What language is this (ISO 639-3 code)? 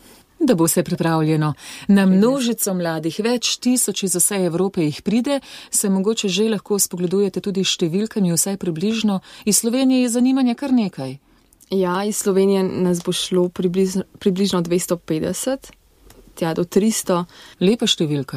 slv